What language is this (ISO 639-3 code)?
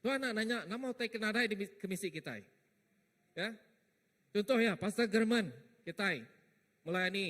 iba